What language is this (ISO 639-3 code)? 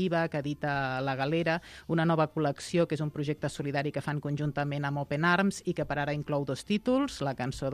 cat